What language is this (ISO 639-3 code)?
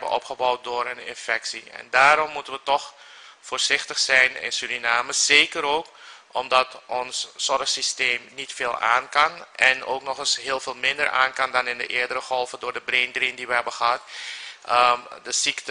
nld